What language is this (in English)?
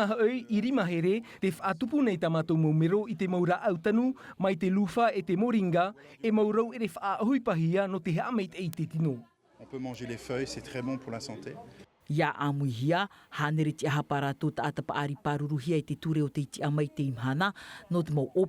Tahitian